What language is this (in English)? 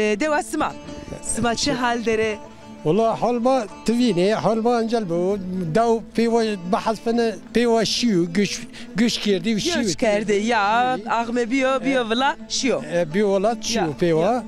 Zaza